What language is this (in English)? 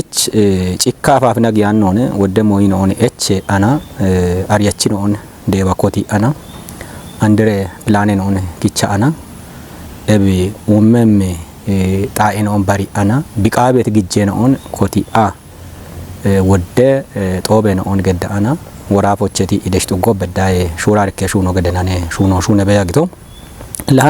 Kafa